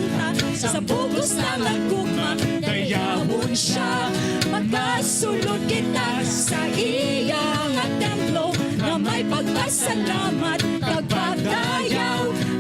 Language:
Hiligaynon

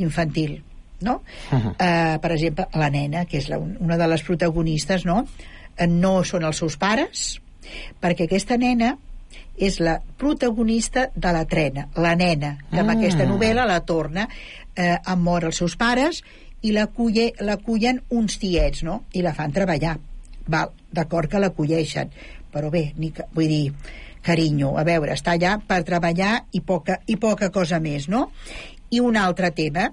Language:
Catalan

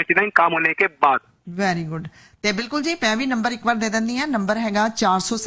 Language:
Punjabi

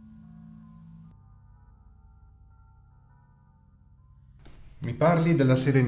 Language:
Italian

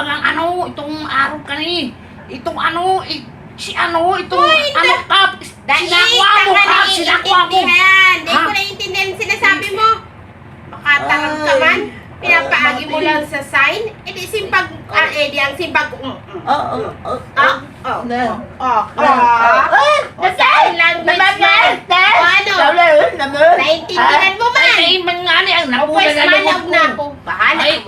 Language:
Bikol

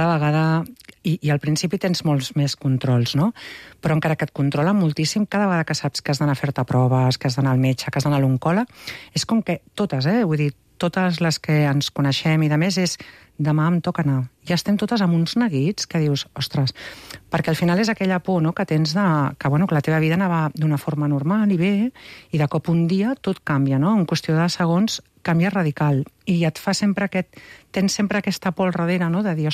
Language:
Catalan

